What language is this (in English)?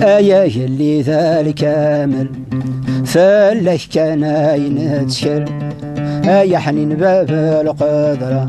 Kabyle